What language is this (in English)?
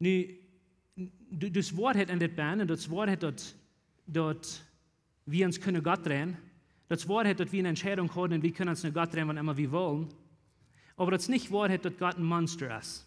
Plautdietsch